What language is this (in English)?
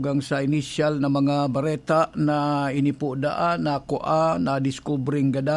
Bikol